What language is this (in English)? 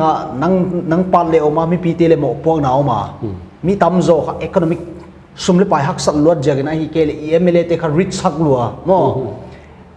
Paite Chin